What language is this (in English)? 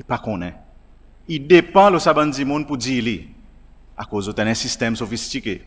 Seselwa Creole French